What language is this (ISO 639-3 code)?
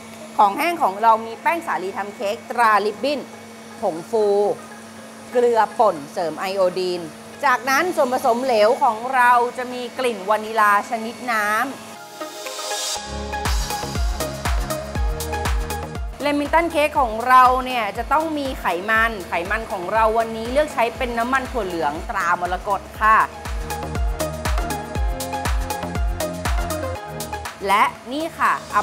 tha